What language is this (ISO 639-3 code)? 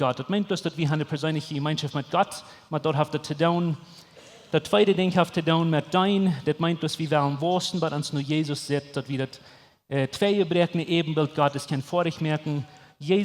pdt